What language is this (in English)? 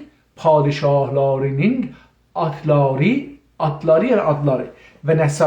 South Azerbaijani